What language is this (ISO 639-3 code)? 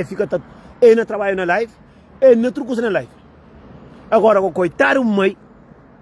kea